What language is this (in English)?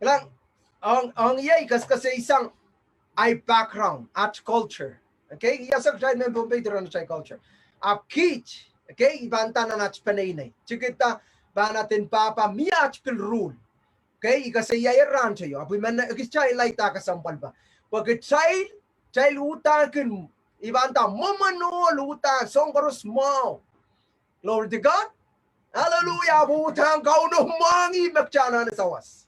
Pohnpeian